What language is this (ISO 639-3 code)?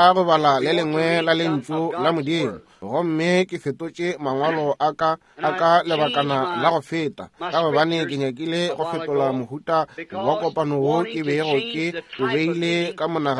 nso